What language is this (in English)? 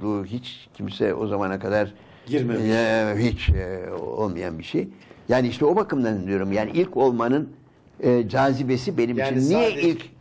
Turkish